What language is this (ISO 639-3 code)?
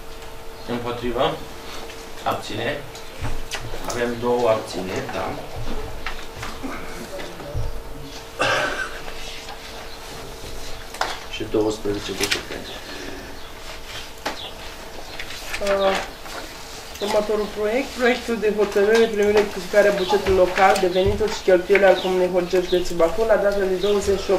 ron